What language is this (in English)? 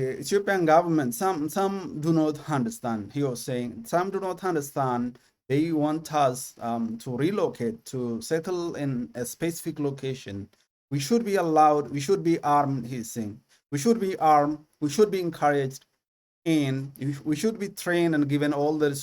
English